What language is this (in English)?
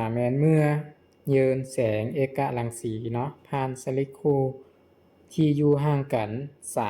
Lao